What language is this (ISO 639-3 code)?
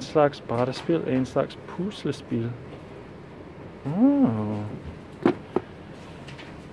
dan